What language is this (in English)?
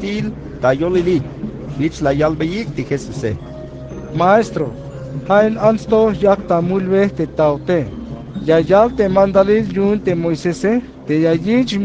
Tzeltal